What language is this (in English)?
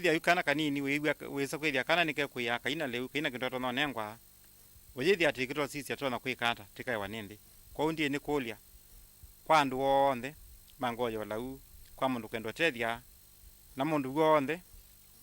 Kamba